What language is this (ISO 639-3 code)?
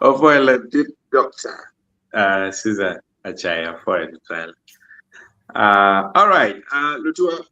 ach